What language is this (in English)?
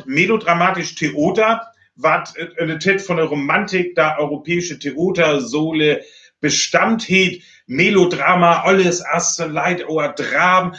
Northern Frisian